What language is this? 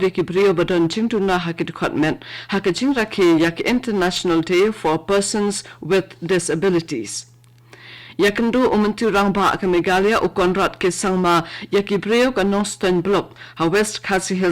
Khasi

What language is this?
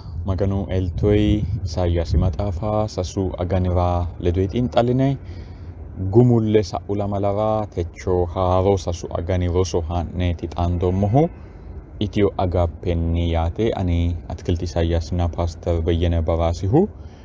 Sidamo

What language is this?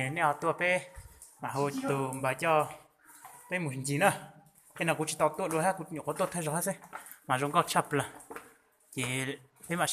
Hmong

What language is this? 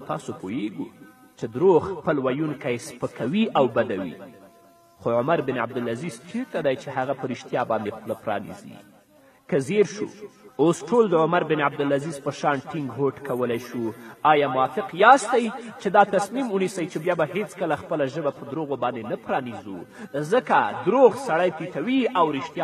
Pashto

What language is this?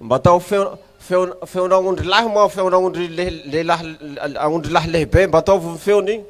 Malagasy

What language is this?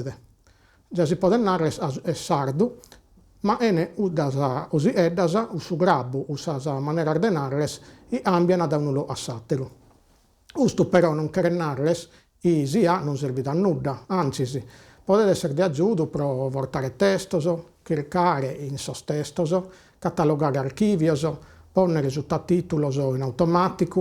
Sardinian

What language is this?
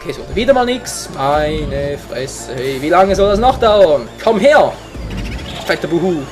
Swiss German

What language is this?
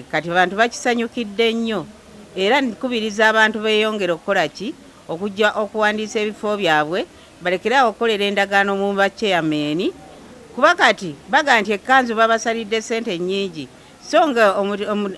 Ganda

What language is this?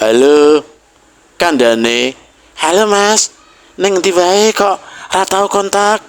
Javanese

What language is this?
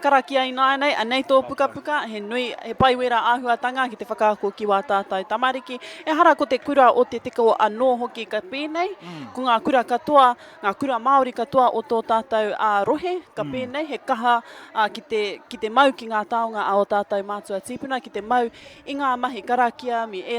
Māori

